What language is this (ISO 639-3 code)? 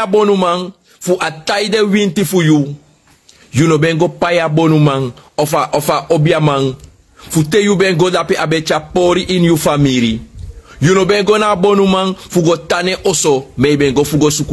srn